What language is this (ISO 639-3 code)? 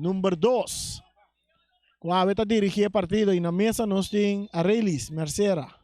pap